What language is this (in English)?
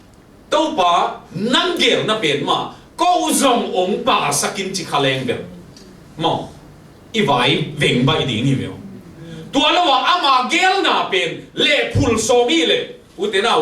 Tedim Chin